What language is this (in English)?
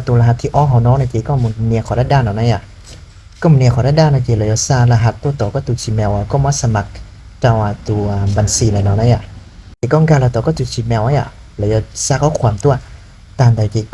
Hmong